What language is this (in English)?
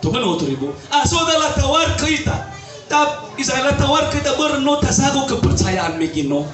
Nias